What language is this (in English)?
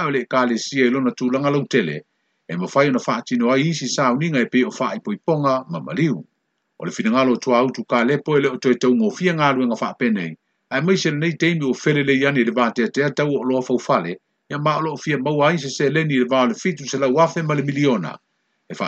Samoan